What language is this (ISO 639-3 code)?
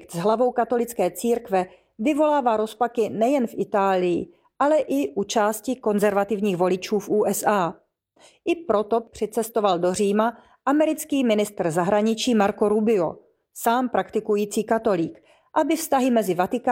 ces